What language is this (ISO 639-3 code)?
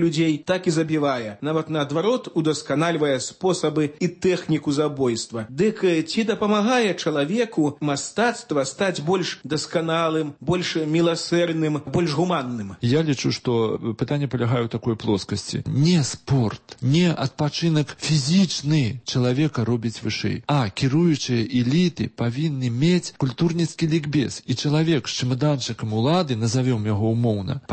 bel